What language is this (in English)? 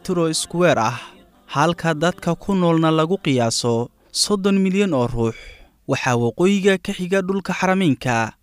Somali